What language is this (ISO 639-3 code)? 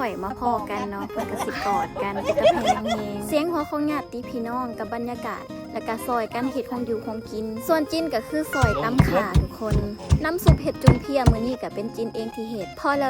lao